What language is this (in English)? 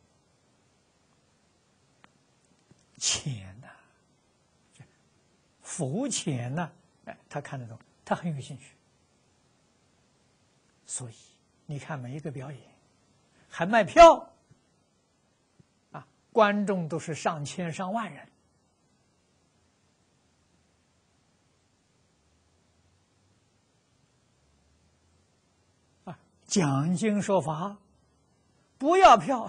Chinese